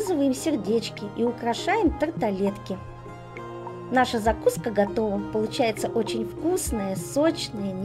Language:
Russian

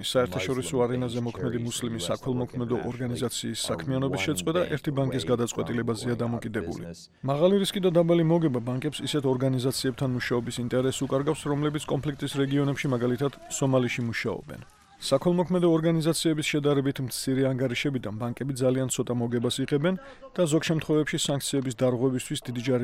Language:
Georgian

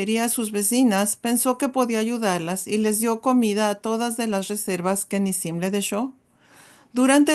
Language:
Ladino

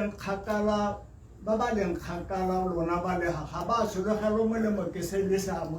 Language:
Tswana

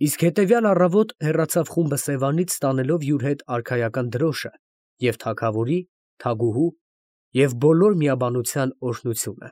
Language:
Armenian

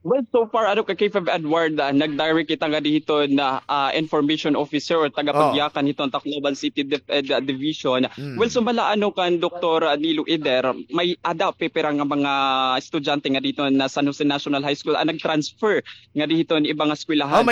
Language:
Waray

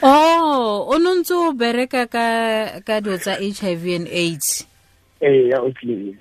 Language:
Tswana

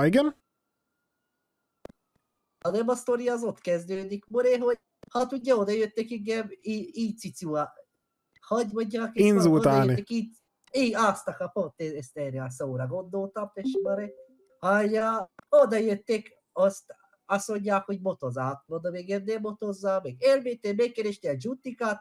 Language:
Hungarian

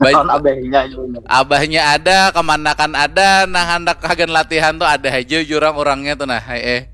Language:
Banjar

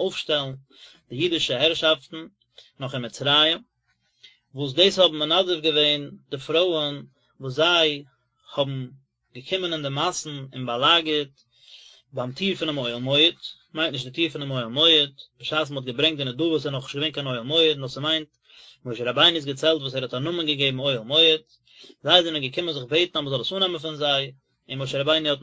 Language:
Yiddish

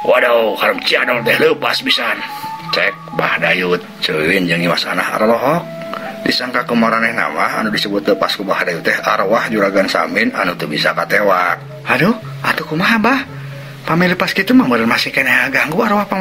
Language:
Sundanese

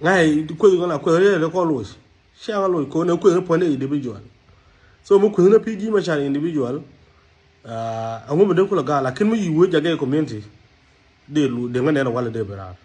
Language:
Nuer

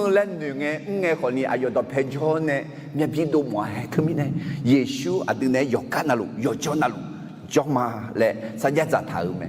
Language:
Akha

